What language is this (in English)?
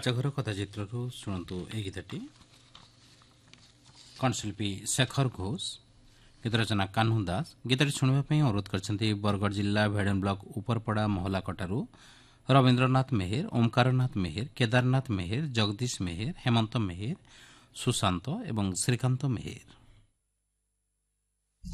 Odia